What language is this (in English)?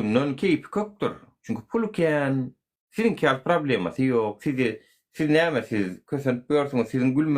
Turkmen